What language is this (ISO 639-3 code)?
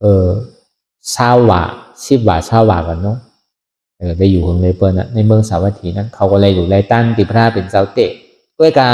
shn